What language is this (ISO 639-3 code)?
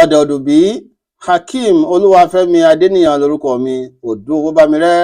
yor